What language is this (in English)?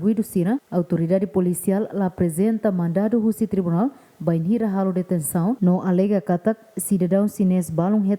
Tetum